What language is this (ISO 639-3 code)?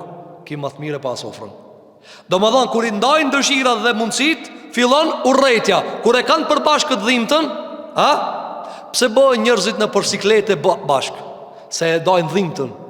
sqi